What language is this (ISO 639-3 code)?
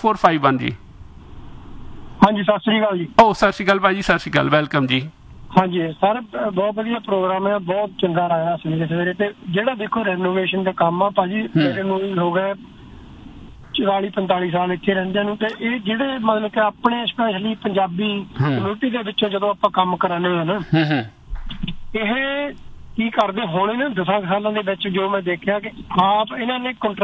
pan